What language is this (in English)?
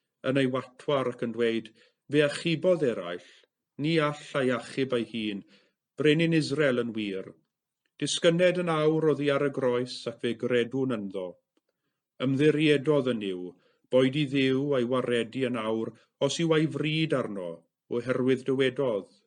Welsh